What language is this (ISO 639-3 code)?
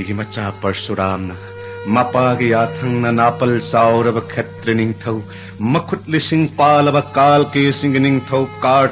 mni